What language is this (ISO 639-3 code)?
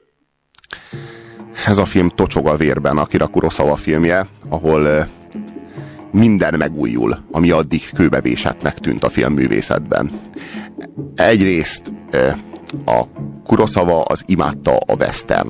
hun